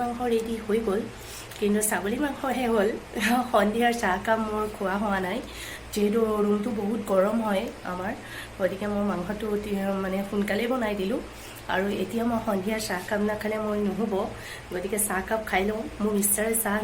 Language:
Assamese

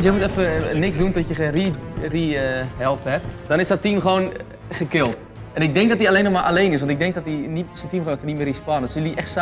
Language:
Dutch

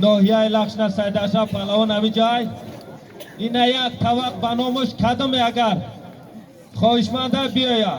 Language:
Tajik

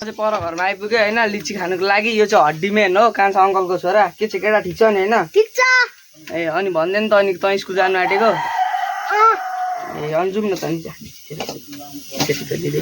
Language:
Nepali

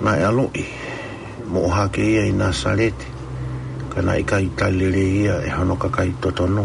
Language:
Tongan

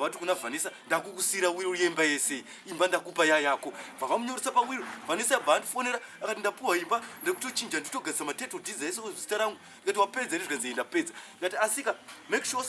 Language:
Shona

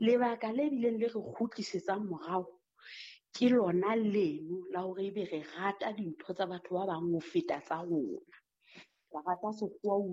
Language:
Southern Sotho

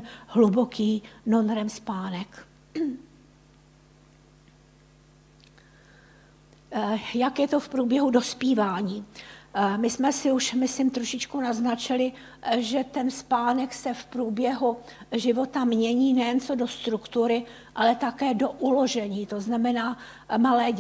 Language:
Czech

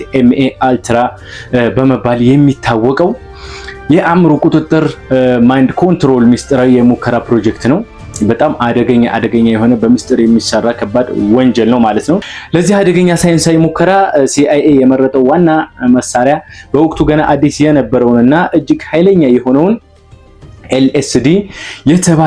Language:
Amharic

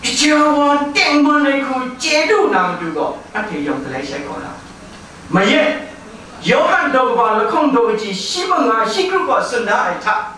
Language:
Kachin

